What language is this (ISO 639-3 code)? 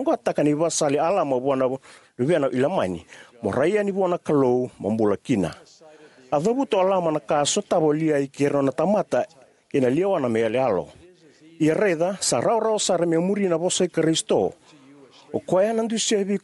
fij